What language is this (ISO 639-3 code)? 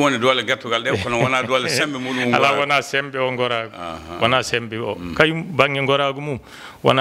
ful